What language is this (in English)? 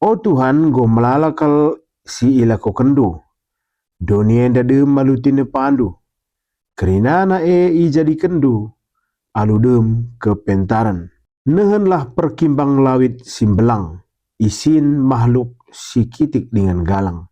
Batak Karo